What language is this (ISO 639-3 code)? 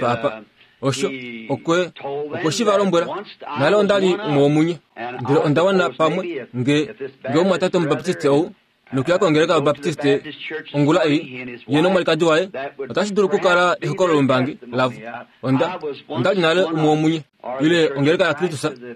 kua